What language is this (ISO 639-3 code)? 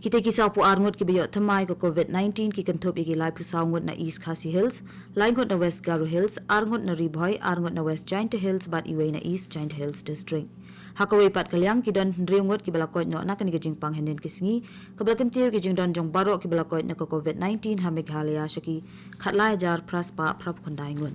kha